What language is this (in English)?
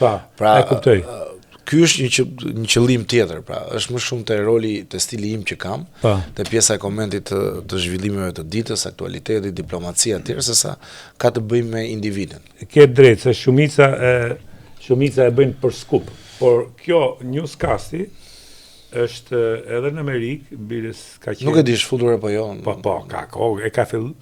Albanian